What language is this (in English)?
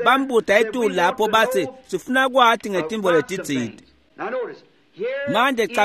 Swati